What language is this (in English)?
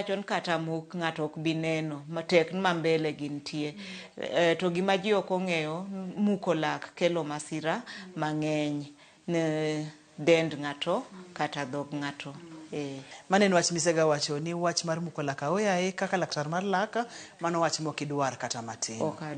Luo (Kenya and Tanzania)